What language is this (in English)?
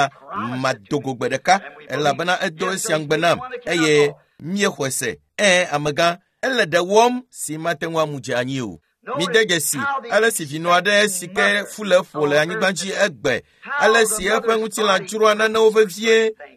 Ewe